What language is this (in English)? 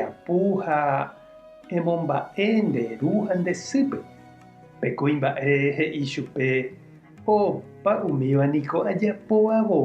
Guarani